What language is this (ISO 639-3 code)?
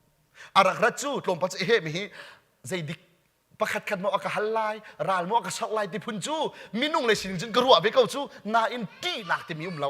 cnh